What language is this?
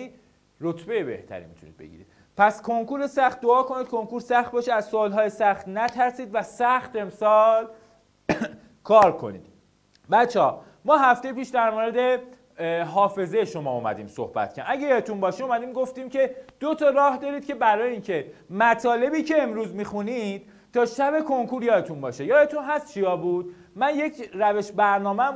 Persian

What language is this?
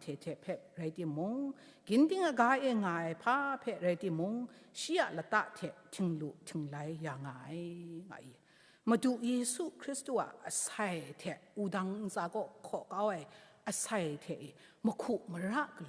Kachin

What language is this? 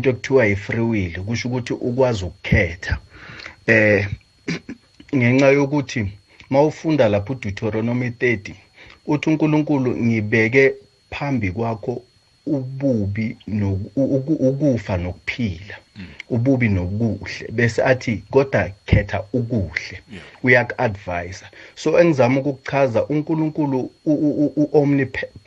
South Ndebele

